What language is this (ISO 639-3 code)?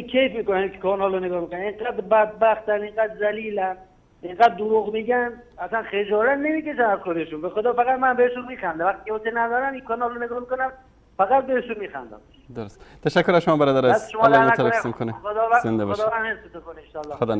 fas